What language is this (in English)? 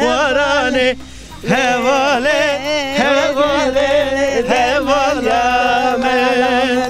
Zaza